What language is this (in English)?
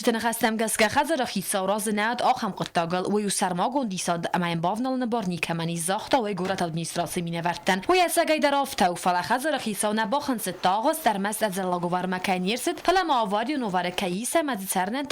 Ossetic